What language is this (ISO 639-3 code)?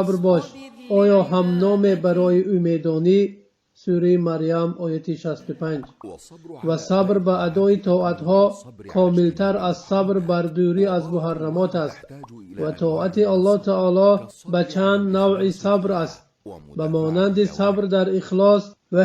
tgk